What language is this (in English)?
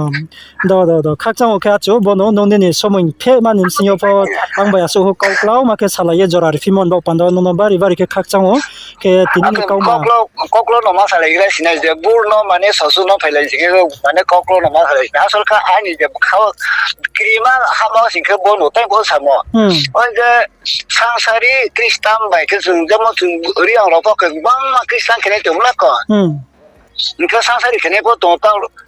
Riang (India)